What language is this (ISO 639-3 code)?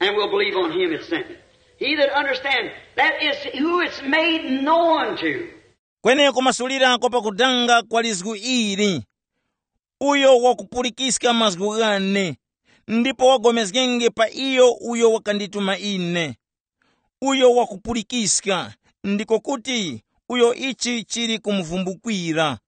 tum